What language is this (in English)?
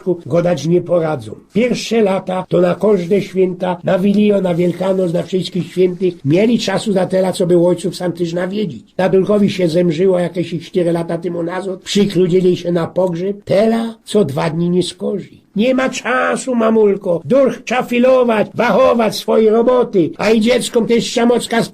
Silesian